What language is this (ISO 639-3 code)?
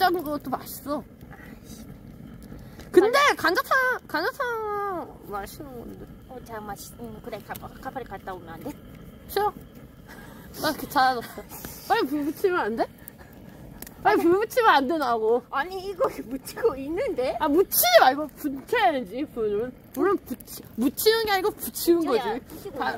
kor